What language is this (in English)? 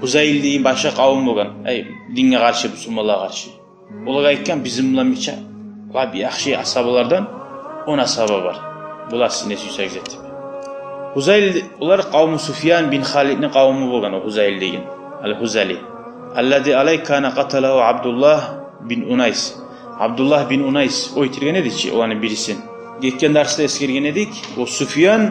Kumyk